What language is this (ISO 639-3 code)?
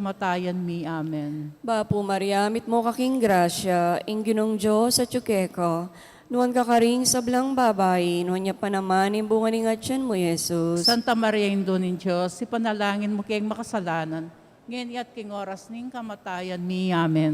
pam